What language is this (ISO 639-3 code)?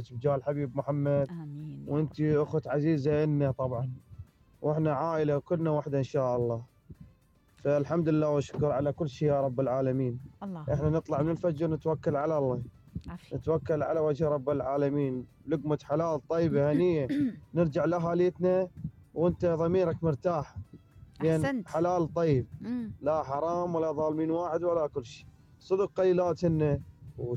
acm